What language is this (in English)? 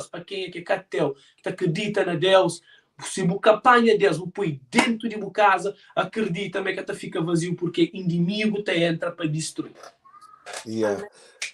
Kabuverdianu